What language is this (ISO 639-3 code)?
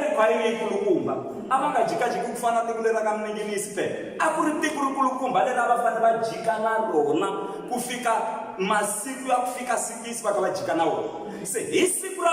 tso